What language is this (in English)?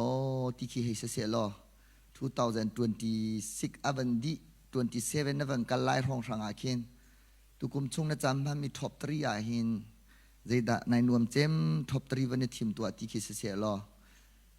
Hakha Chin